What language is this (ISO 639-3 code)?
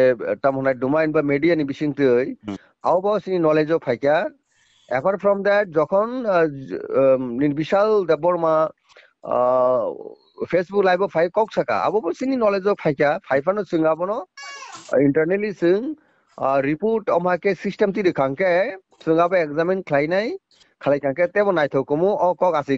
trp